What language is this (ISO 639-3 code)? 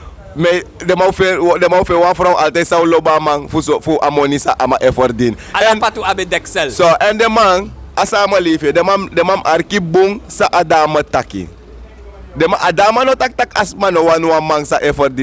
srn